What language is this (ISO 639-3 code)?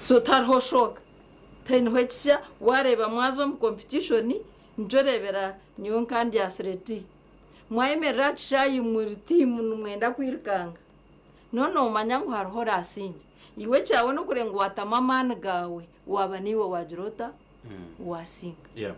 nyn